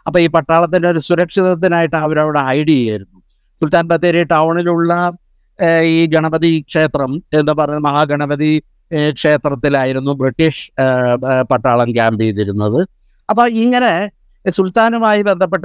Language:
Malayalam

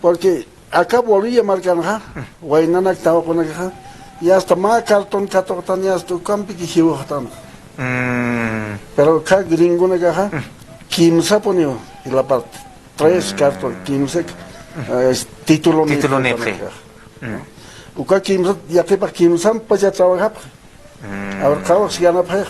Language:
Aymara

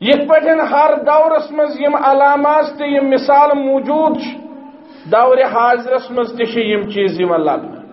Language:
Kashmiri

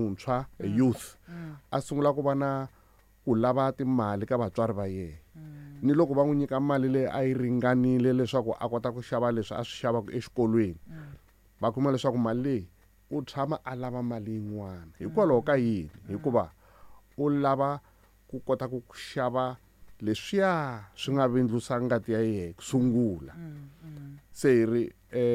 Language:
Tsonga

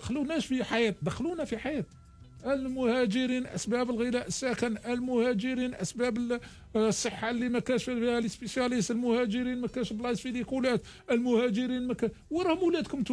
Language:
Algerian Arabic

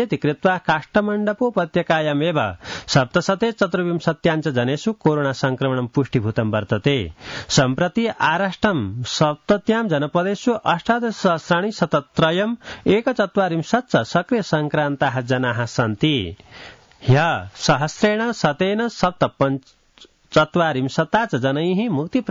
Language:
Sanskrit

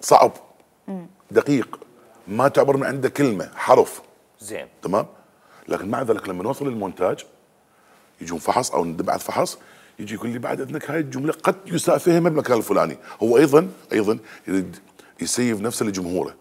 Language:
Mesopotamian Arabic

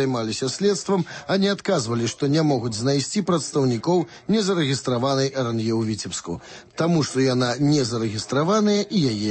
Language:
Belarusian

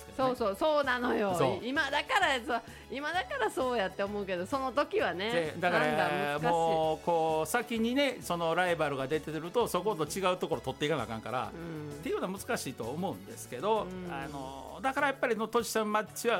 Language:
Japanese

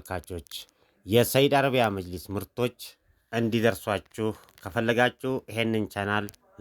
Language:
Amharic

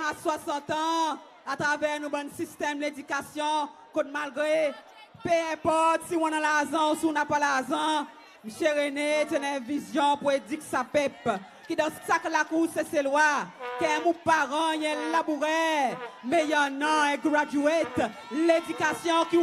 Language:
Seselwa Creole French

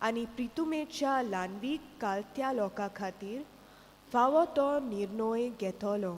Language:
Konkani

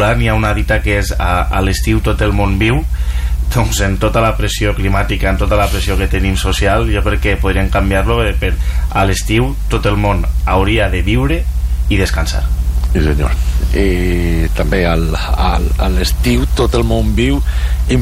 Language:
Catalan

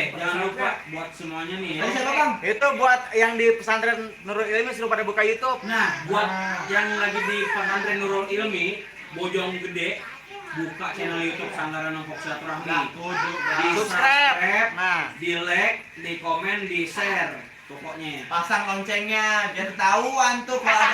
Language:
Betawi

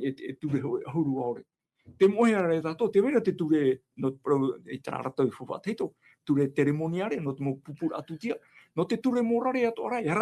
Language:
Tahitian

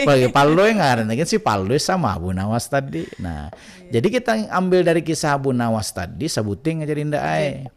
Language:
Banjar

